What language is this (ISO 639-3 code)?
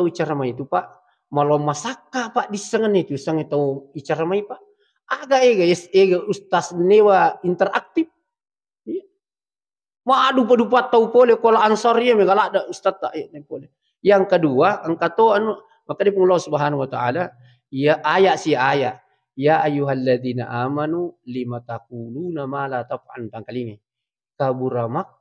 bug